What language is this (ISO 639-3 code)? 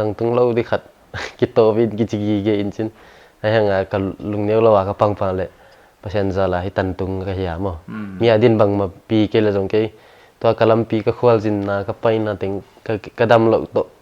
pck